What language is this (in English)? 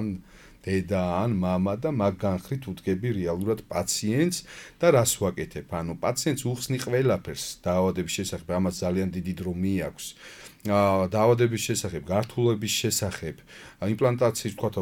Georgian